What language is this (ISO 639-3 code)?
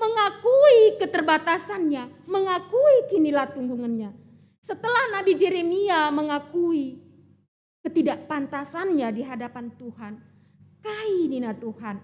btx